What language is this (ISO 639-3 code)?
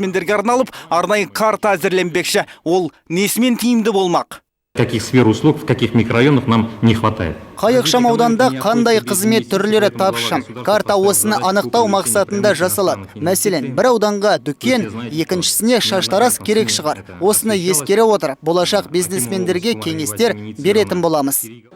kaz